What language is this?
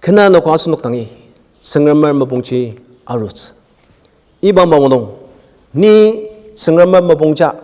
Ao Naga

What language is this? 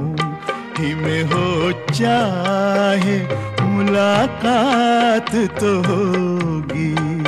Hindi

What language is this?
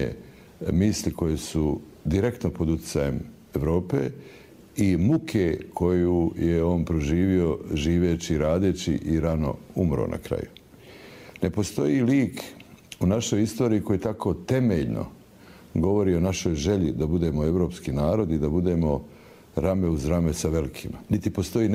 Croatian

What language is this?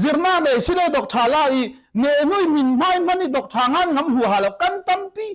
Falam Chin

